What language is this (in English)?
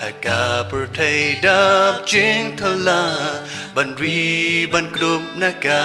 Khasi